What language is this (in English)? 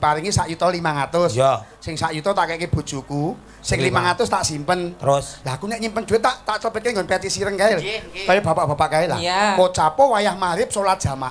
Javanese